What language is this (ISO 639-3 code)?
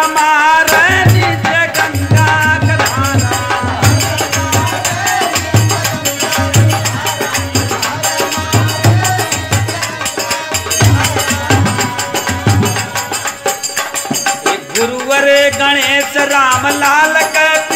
bho